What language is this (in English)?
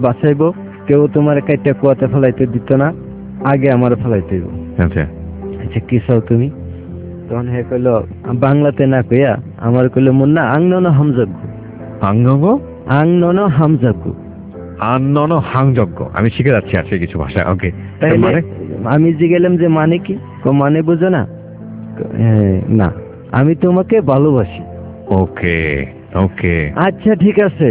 Bangla